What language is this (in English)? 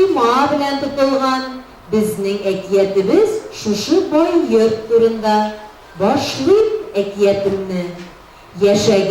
Tatar